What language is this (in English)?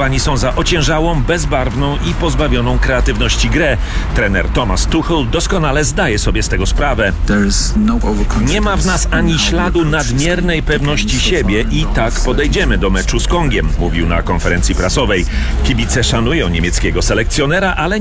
Polish